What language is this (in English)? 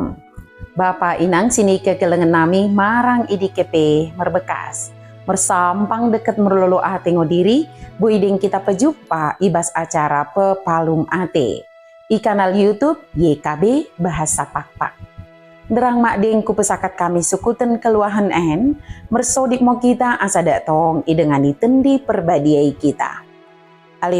Batak Dairi